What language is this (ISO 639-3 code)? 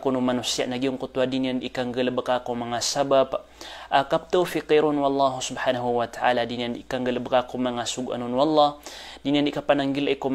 mrw